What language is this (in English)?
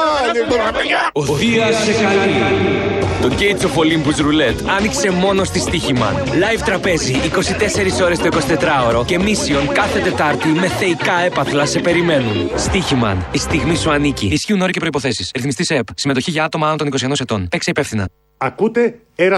Greek